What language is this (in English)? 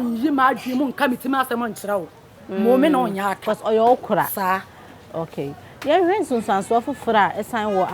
Akan